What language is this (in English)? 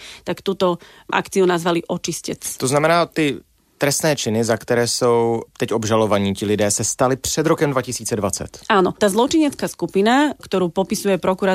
Slovak